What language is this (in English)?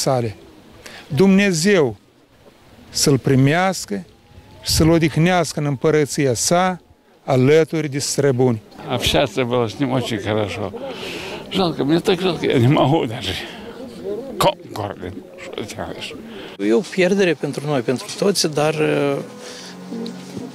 Romanian